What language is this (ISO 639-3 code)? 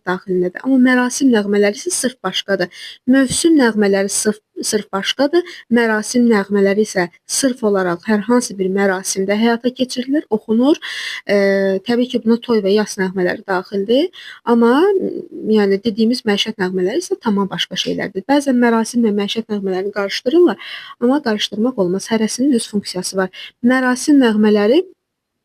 aze